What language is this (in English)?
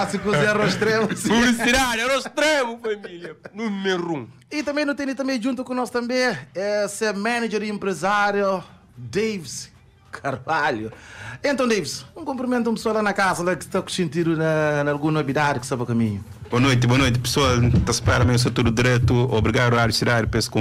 Kabuverdianu